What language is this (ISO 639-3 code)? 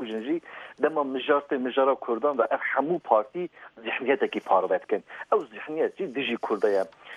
kur